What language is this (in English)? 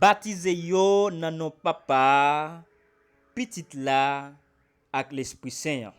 Haitian Creole